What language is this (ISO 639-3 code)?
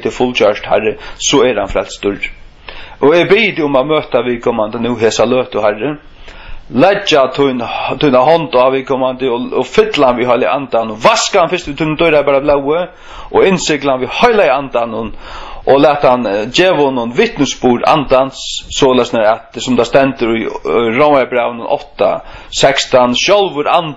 fao